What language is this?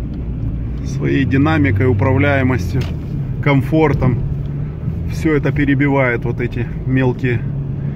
Russian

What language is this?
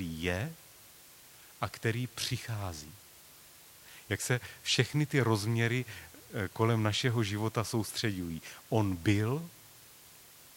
Czech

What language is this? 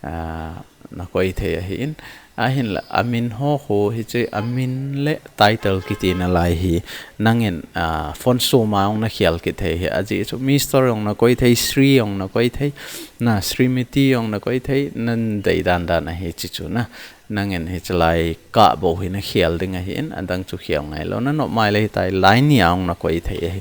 Thado Chin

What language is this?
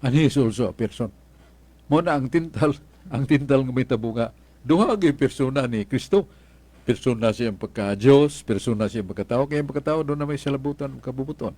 Cebuano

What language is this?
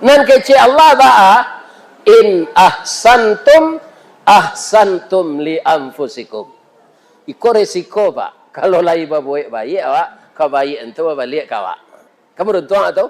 Minangkabau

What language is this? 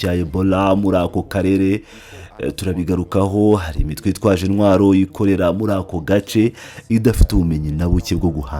Kinyarwanda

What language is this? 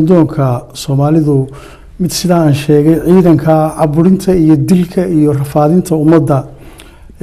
Somali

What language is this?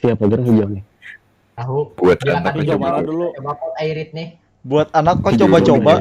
Banjar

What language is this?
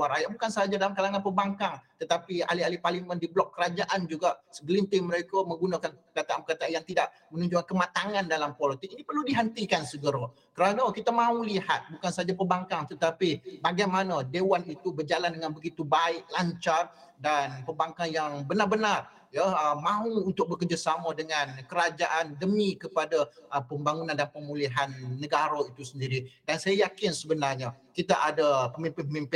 Malay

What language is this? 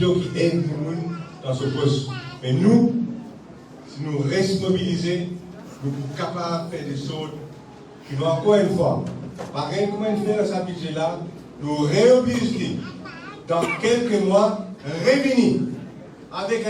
Morisyen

